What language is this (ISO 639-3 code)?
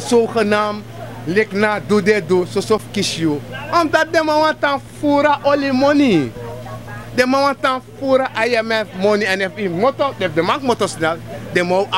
srn